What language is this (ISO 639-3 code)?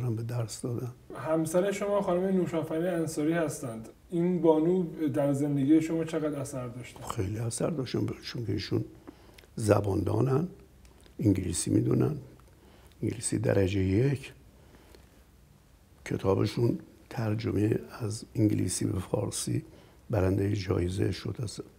fas